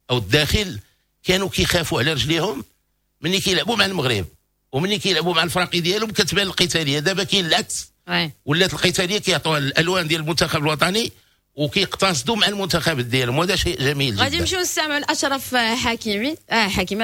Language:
Moroccan Arabic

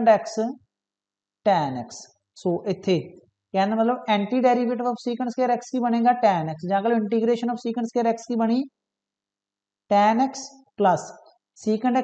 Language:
Punjabi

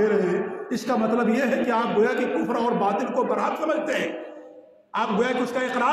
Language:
Urdu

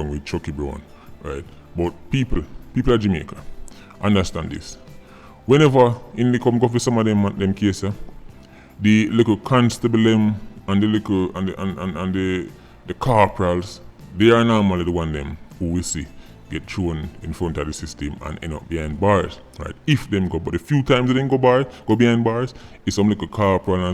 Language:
Jamaican Creole English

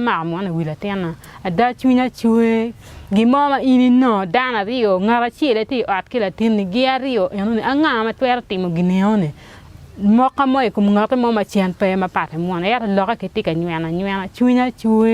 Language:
Acoli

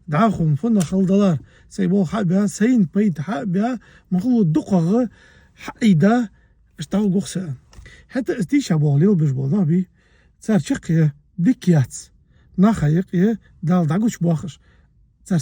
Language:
Ingush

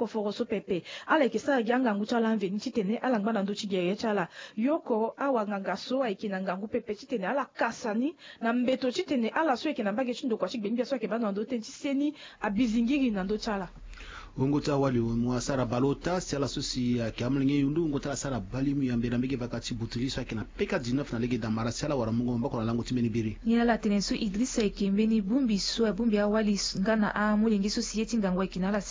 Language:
Sango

